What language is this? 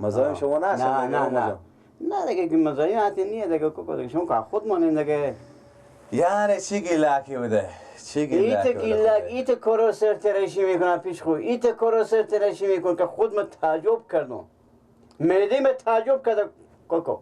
Persian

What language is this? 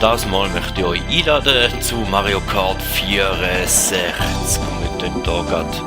Swiss German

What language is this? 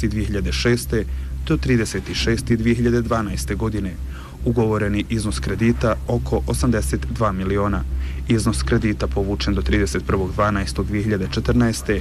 Bosnian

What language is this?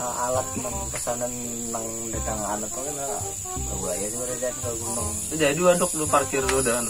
Banjar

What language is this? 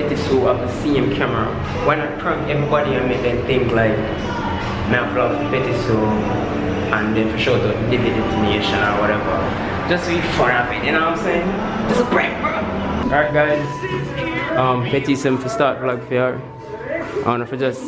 Jamaican Creole English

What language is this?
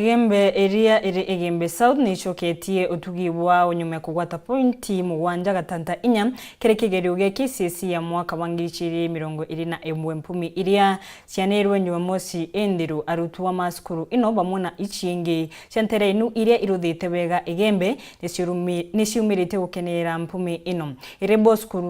Meru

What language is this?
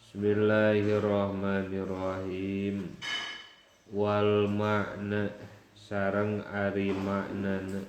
Sundanese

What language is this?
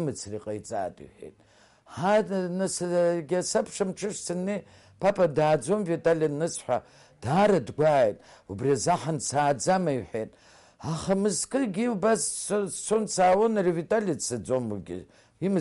Abkhazian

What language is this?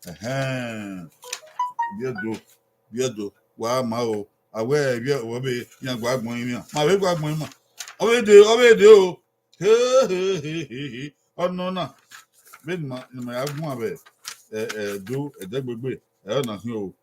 Bini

